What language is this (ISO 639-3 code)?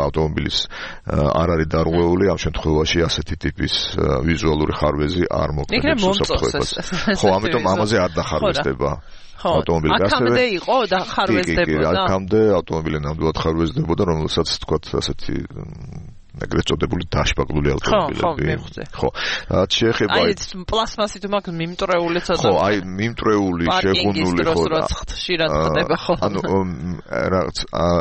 kat